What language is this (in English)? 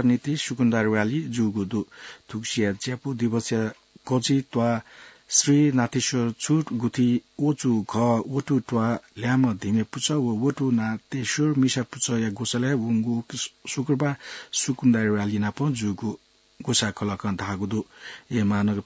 Newari